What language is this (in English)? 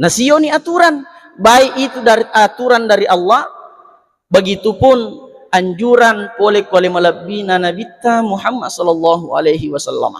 Buginese